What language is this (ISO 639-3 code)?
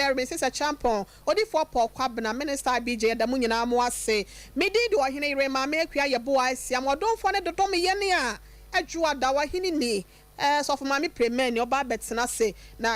aka